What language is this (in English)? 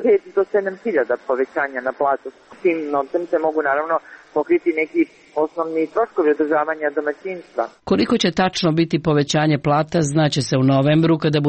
Serbian